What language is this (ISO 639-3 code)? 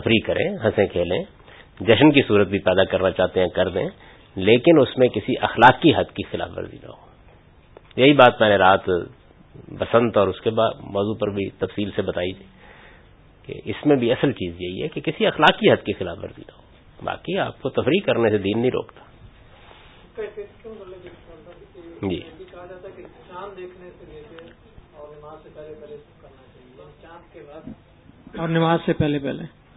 urd